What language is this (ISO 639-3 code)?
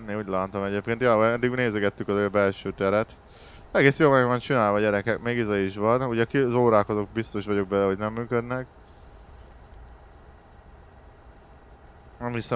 hun